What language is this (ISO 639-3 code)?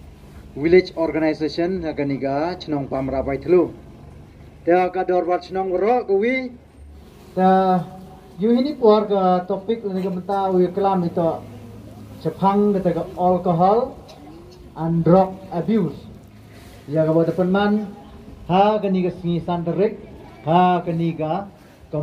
pbv